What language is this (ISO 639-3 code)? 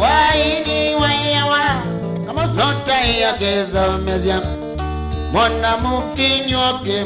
kam